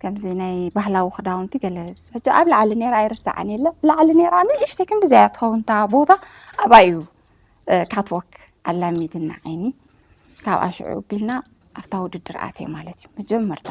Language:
Tigrinya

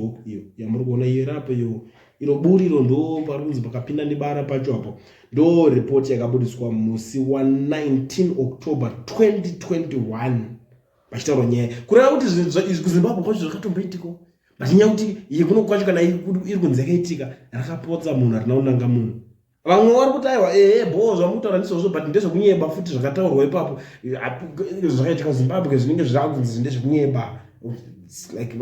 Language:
Shona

